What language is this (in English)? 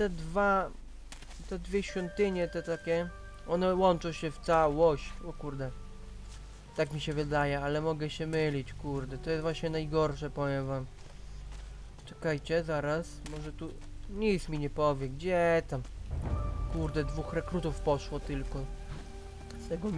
Polish